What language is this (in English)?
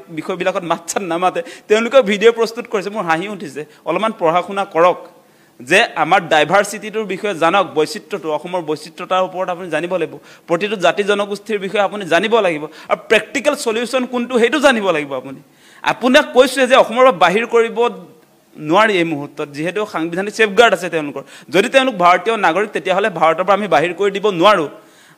Assamese